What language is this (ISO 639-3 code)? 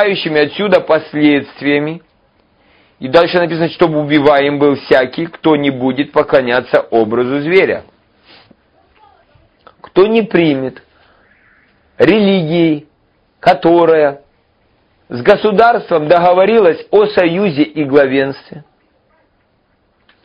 rus